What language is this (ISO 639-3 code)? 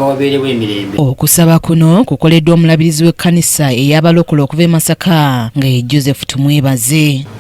lug